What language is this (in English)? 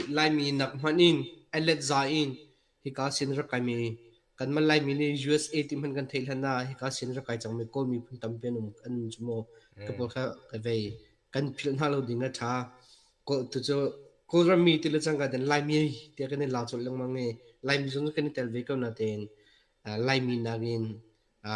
Hakha Chin